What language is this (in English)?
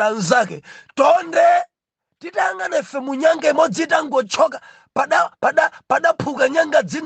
Nyanja